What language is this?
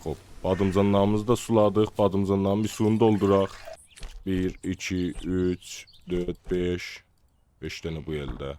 South Azerbaijani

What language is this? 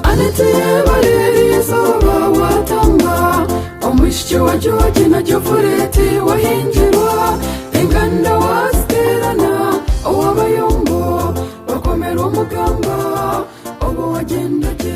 Nyankole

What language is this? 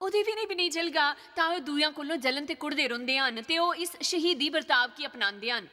Dogri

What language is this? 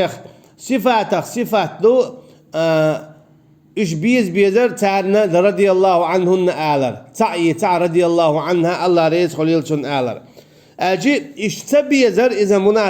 Chechen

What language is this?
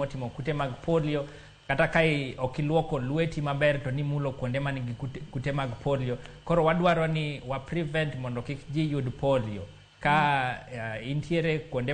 Luo (Kenya and Tanzania)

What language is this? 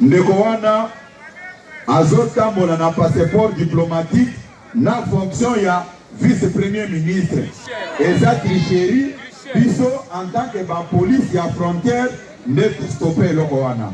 Lingala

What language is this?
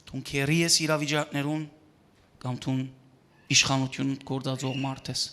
Western Armenian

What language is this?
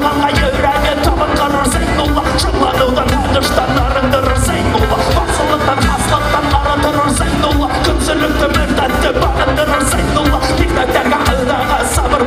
Bashkir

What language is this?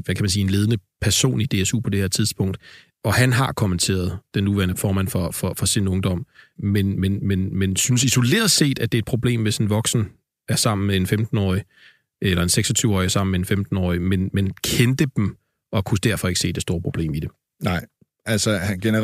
Danish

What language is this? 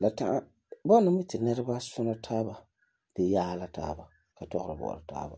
Frafra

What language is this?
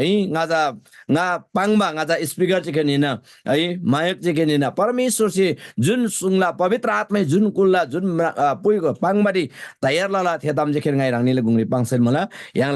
Eastern Tamang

